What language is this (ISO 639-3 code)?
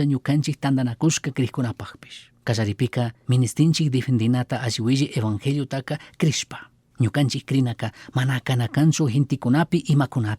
qug